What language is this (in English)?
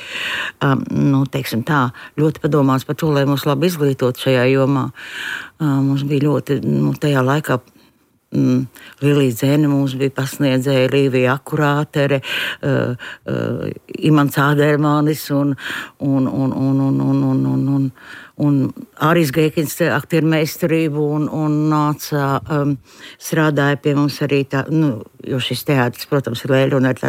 Latvian